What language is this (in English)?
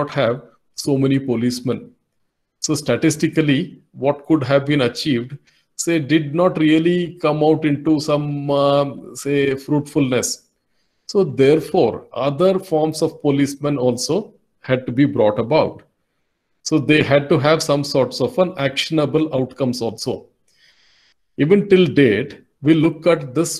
English